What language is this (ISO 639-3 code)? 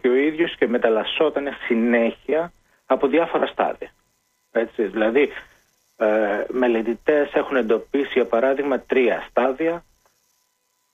ell